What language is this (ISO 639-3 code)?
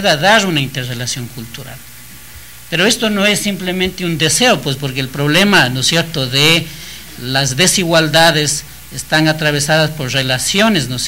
spa